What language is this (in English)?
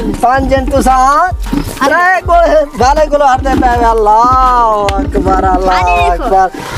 Saraiki